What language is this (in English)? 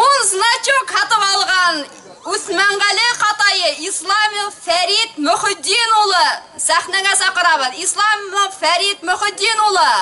Bashkir